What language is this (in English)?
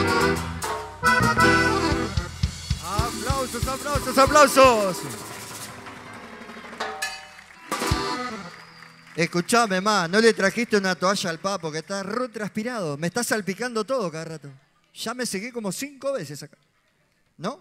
Spanish